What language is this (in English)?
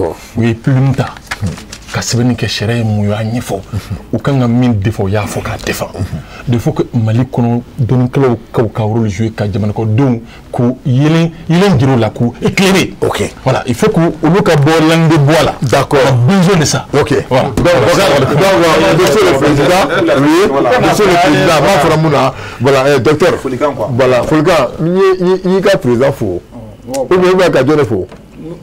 Bambara